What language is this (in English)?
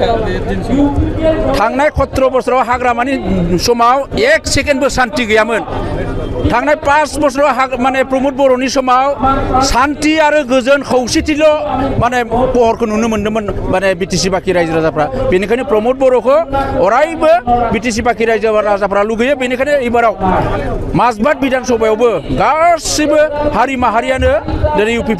Bodo